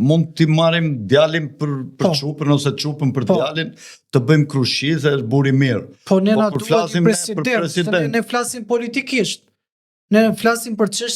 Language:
Albanian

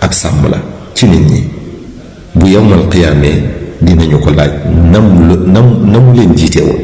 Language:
Wolof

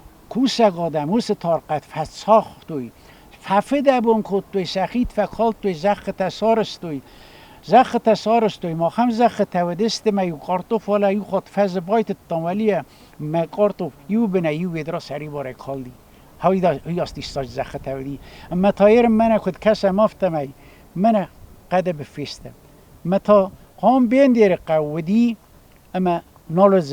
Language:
Ossetic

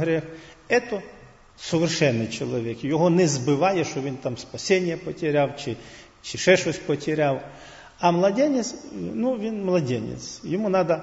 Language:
Ukrainian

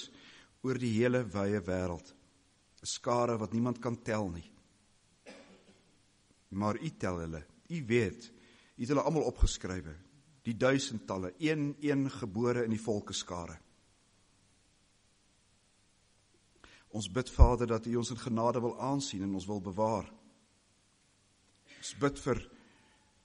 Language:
Afrikaans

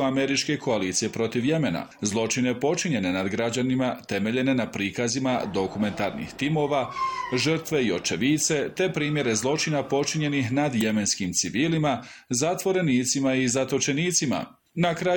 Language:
Bosnian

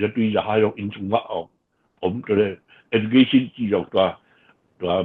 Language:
Tedim Chin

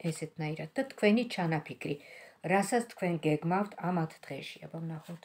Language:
Georgian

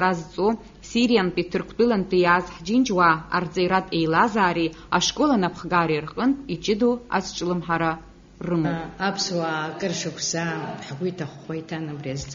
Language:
Abkhazian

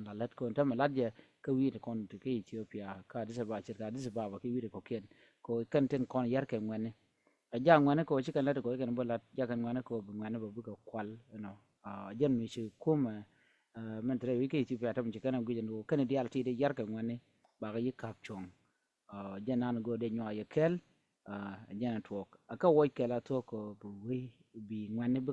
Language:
Nuer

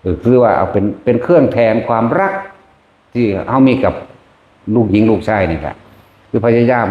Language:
Northeastern Thai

